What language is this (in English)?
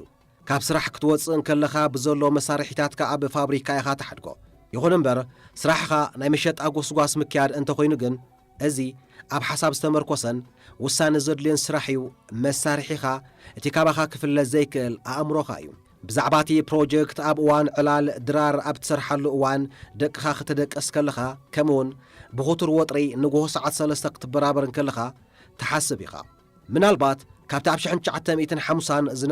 Tigrinya